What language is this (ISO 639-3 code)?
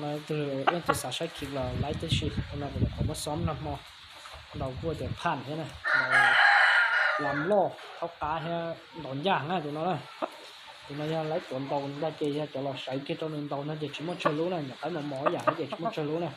hmn